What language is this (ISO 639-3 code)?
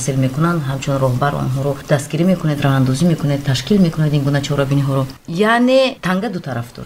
tgk